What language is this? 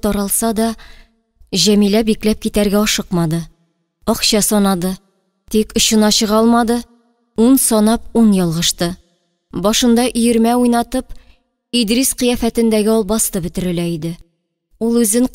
Tatar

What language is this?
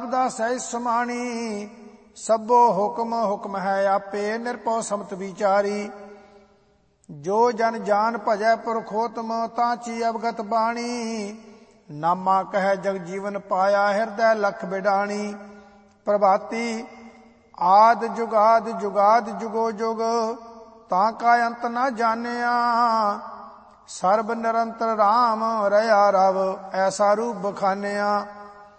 Punjabi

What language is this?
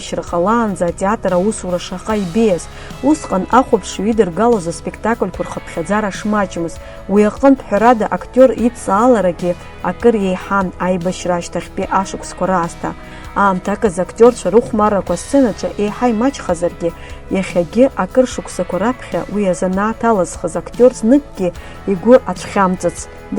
Abkhazian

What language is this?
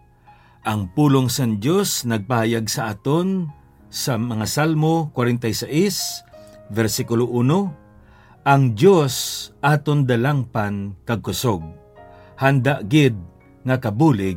Hiligaynon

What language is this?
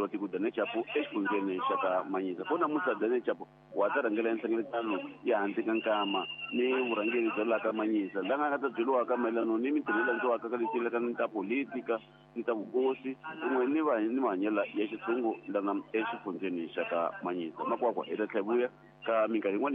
Tsonga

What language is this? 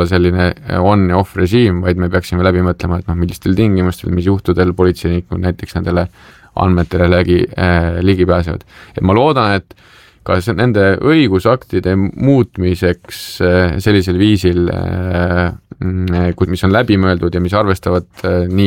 Estonian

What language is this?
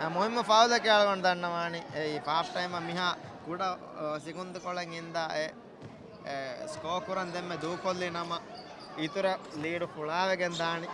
Divehi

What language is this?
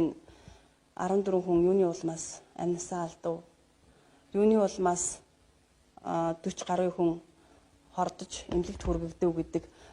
Mongolian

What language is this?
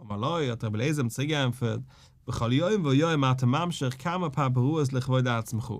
Yiddish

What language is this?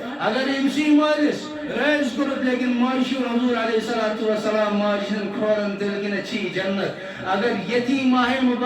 Kashmiri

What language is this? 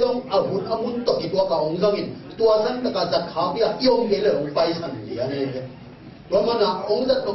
Tedim Chin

